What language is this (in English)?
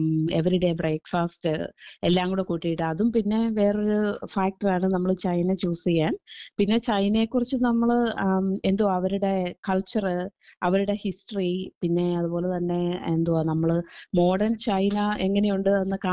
Malayalam